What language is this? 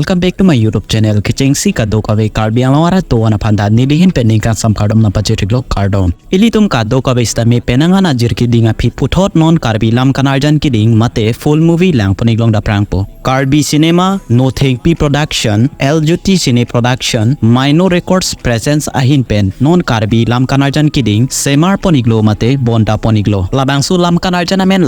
Karbi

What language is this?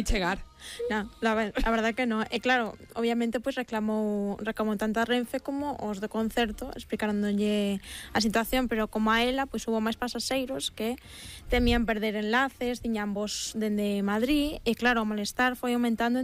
Galician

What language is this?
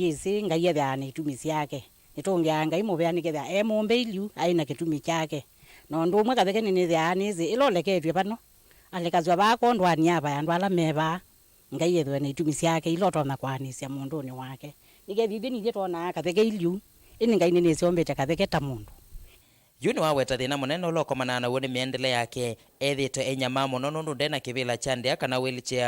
Kamba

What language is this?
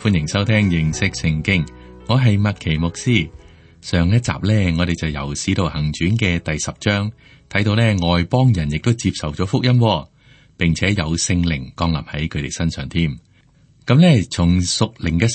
Cantonese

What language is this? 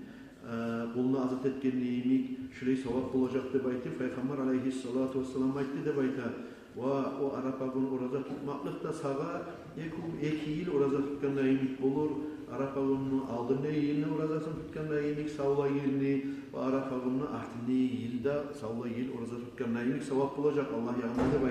Kumyk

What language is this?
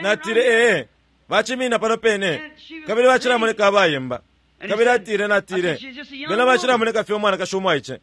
Bemba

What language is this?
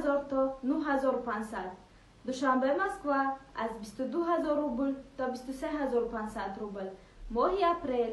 Tajik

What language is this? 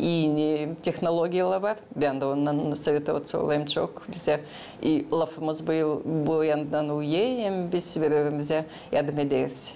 Gagauz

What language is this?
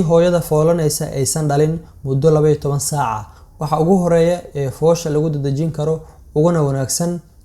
Somali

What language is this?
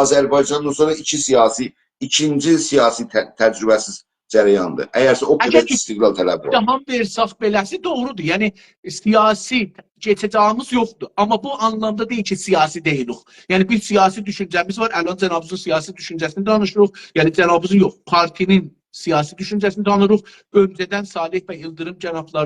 South Azerbaijani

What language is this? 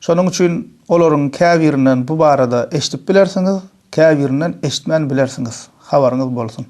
Turkmen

